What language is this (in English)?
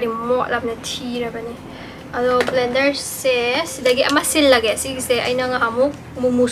Manipuri